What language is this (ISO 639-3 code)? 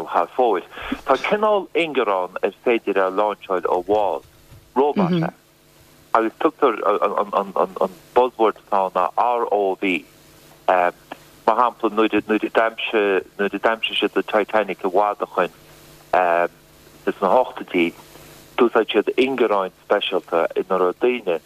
gle